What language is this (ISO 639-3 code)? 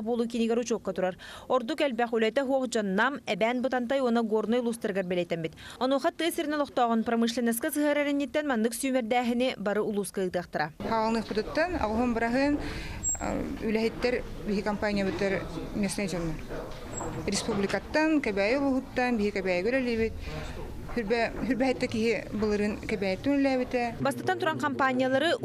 sah